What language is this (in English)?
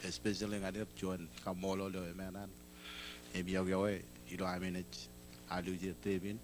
Marshallese